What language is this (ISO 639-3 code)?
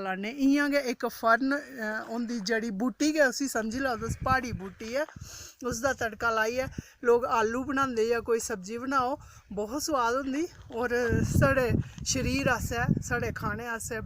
doi